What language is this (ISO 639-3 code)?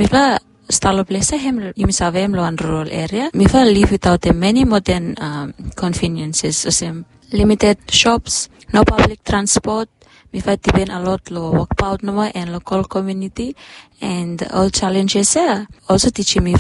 bis